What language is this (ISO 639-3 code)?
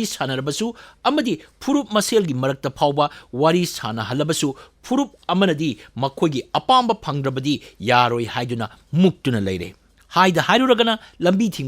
mni